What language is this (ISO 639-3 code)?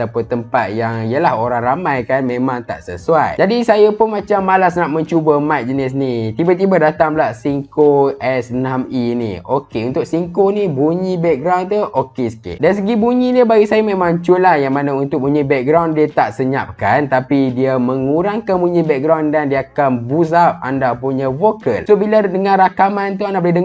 msa